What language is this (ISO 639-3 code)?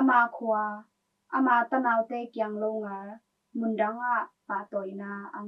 ctd